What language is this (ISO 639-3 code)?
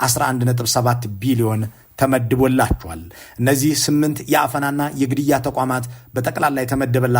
amh